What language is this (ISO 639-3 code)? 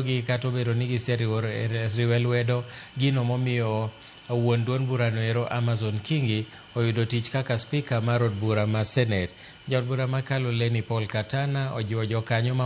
luo